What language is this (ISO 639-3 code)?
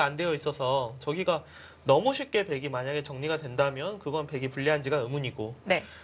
kor